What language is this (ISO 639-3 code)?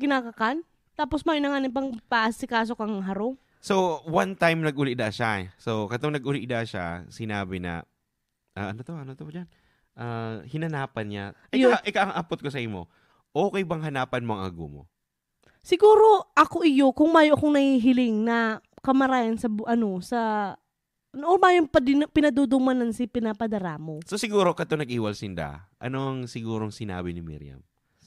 bik